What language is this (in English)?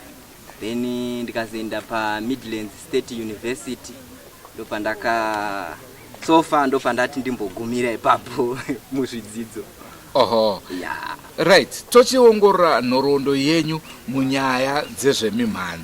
Shona